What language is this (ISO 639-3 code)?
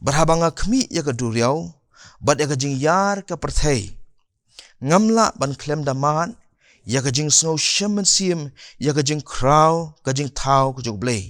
kha